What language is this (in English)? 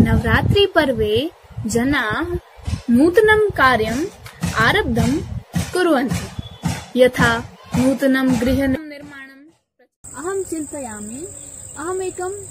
Sanskrit